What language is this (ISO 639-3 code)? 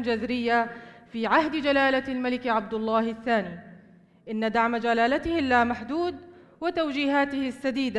apc